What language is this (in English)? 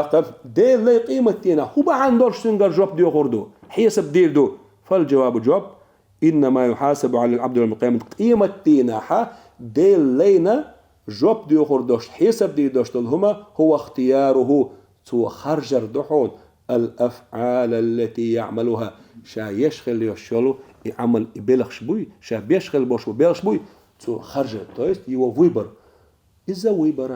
Chechen